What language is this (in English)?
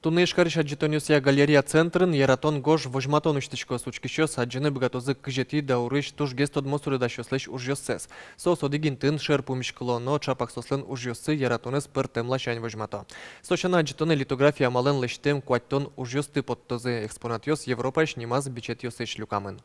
Udmurt